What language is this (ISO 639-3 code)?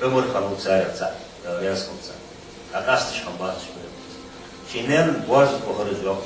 inh